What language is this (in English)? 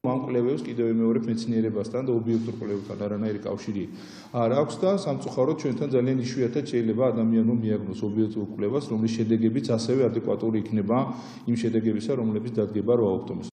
Georgian